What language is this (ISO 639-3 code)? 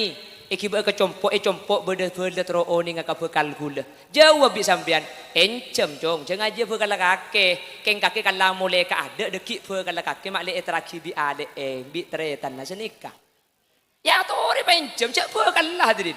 mad